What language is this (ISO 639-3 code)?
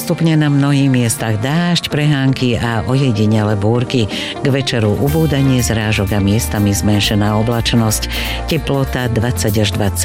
slk